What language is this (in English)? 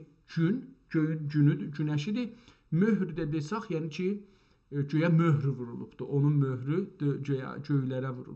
South Azerbaijani